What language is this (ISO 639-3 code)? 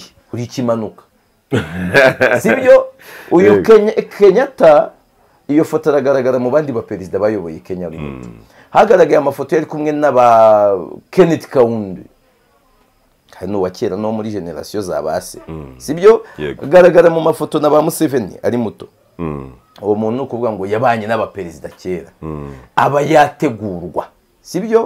kin